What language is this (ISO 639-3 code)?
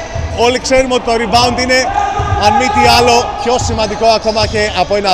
ell